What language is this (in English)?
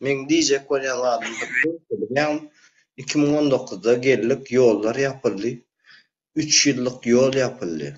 Turkmen